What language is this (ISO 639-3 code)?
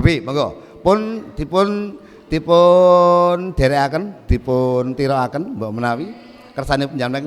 jav